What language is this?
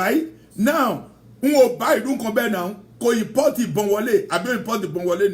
Yoruba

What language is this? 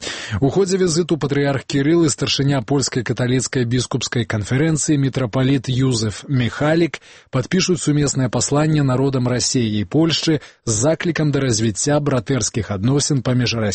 Belarusian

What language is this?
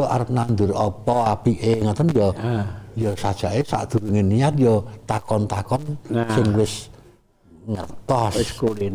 Javanese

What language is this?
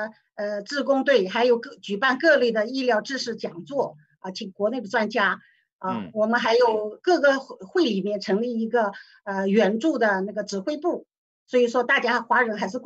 Chinese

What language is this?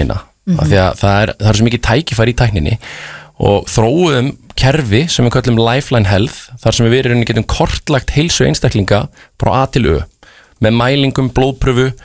Icelandic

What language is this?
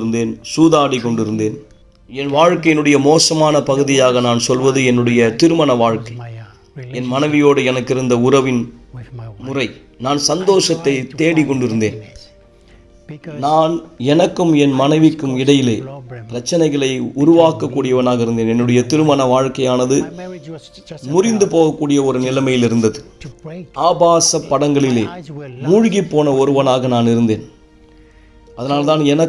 Tamil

